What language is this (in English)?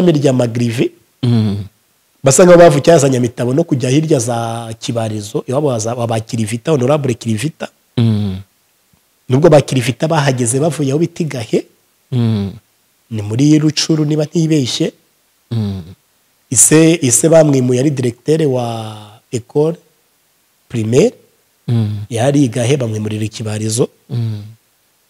Kinyarwanda